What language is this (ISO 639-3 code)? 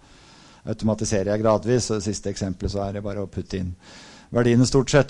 nor